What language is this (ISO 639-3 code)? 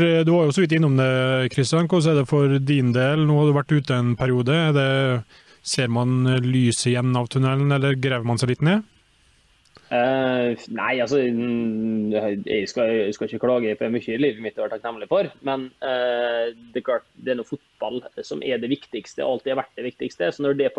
nor